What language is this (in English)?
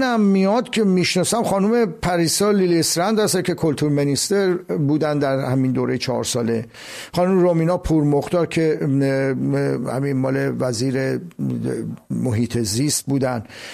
Persian